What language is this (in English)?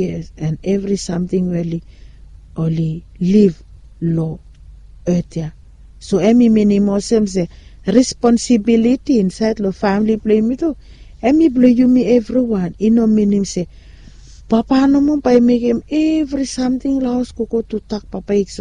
Bislama